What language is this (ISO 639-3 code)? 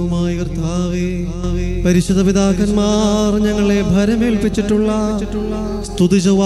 mal